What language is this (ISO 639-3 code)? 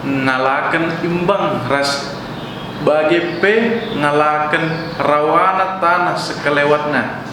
btx